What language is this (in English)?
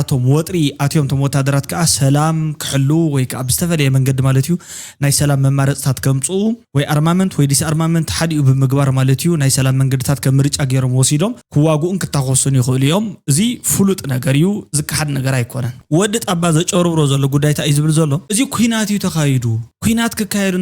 Tigrinya